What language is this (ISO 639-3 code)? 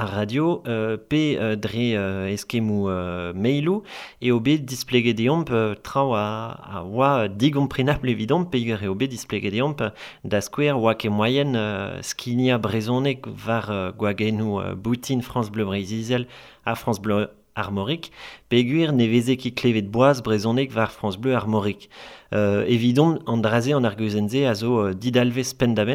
bre